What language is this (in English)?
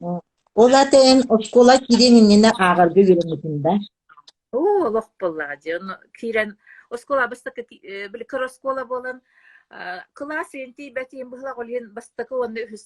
Yakut